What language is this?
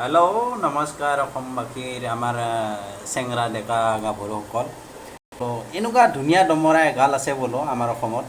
Assamese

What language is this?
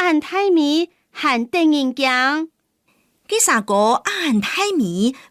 Hakka Chinese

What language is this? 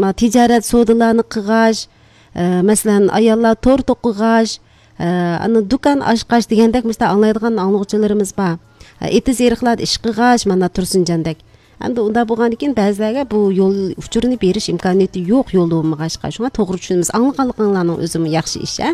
Uyghur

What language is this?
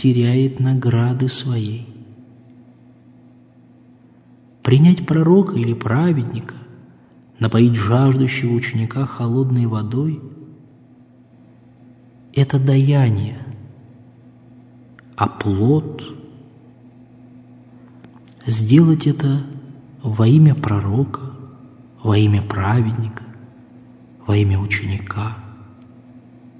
Russian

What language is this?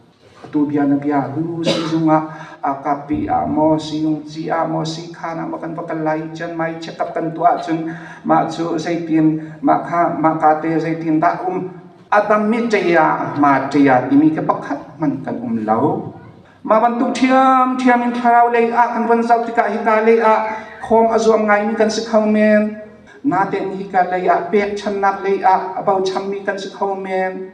Hakha Chin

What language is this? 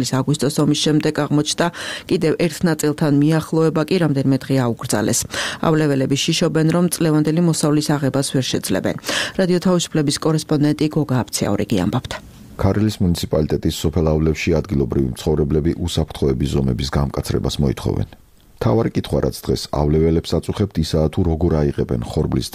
Georgian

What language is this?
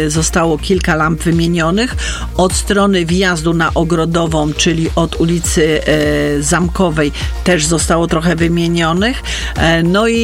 Polish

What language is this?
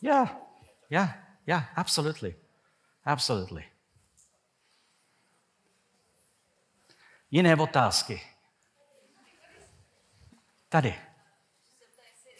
Czech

